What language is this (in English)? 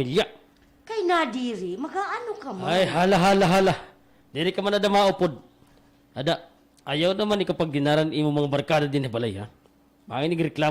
Waray